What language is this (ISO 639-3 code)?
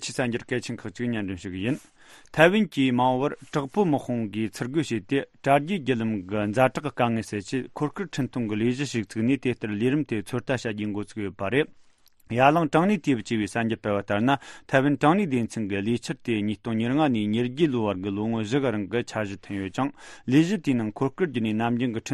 bod